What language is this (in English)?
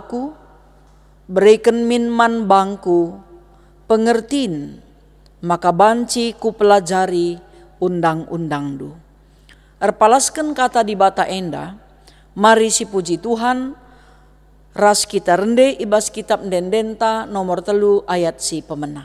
Batak Karo